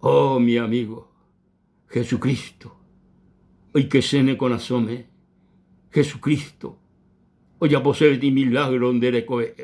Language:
Guarani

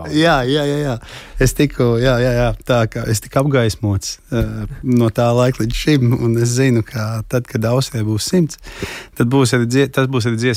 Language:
Latvian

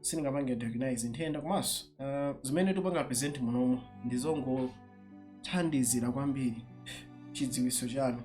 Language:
Nyanja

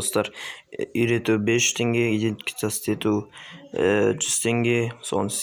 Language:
Kazakh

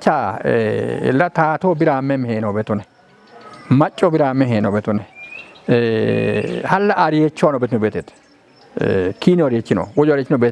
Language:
Kafa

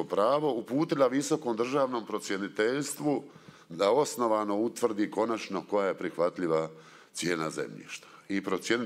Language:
Croatian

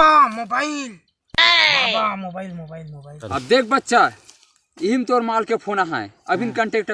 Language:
Chhattisgarhi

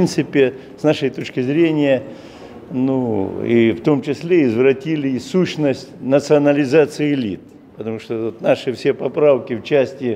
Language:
Russian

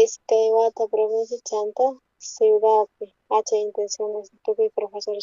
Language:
South Bolivian Quechua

